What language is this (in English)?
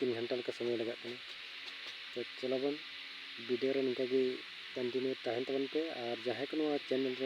Santali